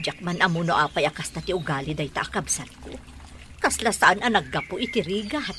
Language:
Iloko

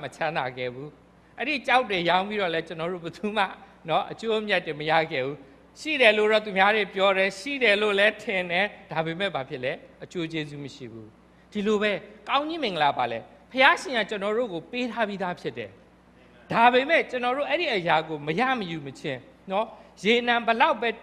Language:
Burmese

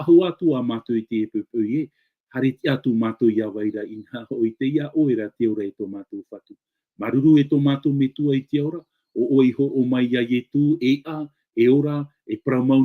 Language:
Tahitian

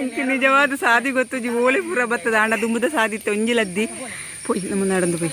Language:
Tulu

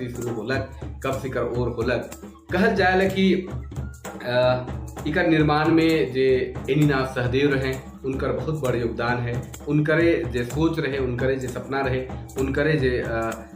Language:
Sadri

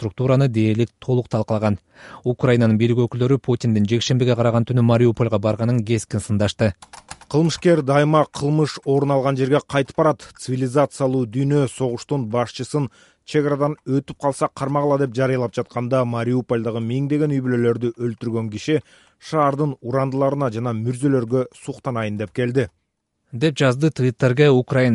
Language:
Kyrgyz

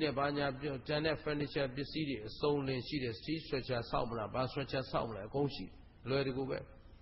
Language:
Burmese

